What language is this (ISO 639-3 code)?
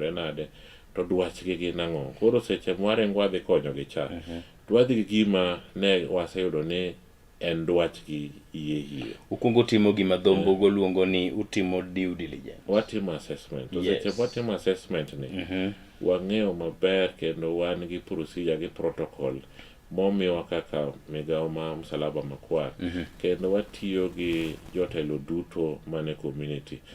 luo